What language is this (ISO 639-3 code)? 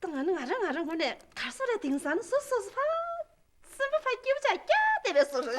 bod